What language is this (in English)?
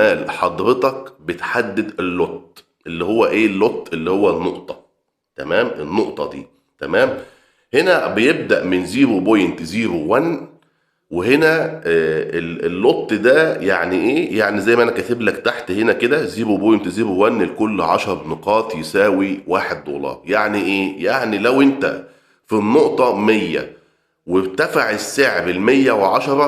Egyptian Arabic